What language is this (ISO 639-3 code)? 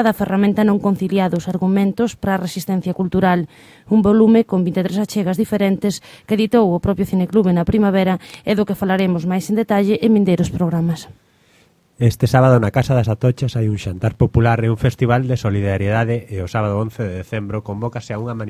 glg